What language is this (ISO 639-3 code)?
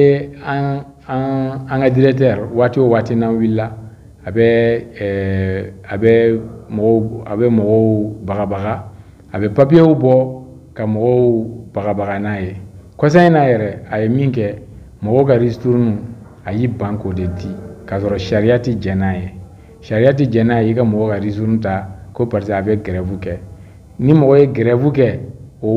bam